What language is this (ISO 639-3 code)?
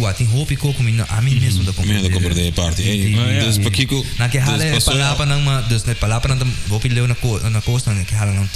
pap